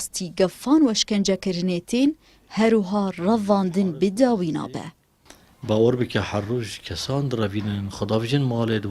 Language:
Kurdish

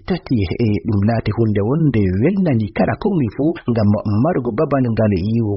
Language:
Fula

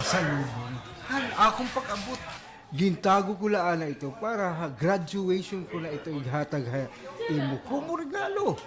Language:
Waray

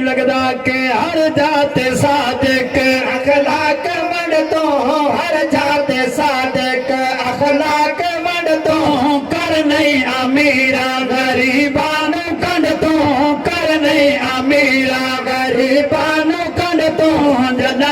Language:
Saraiki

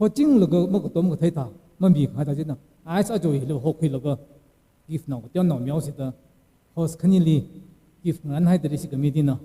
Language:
Tangkhul Naga (India)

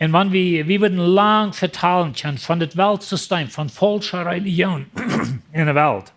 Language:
Plautdietsch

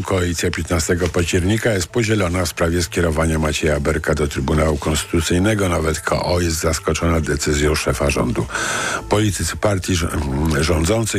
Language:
Polish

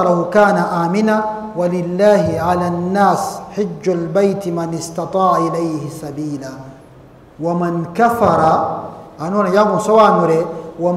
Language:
Kinyarwanda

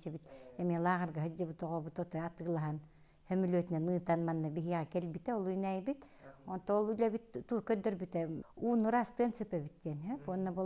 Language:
Yakut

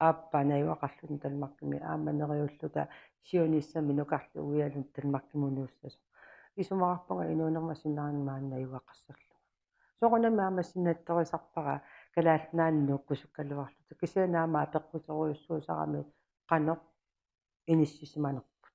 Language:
Kalaallisut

